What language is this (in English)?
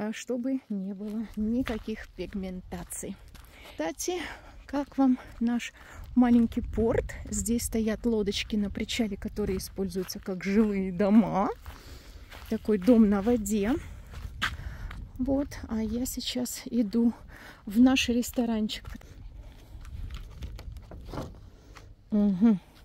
Russian